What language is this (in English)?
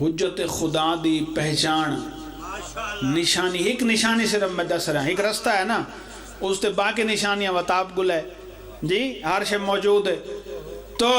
Pahari-Potwari